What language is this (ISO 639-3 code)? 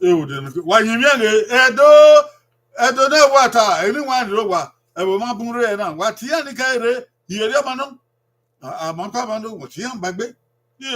bin